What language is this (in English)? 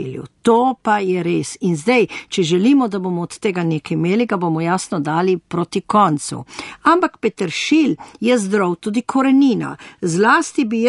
Slovenian